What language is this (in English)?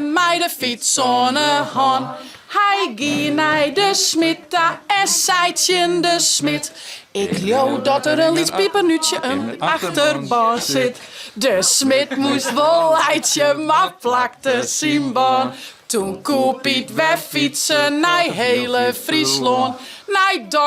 Western Frisian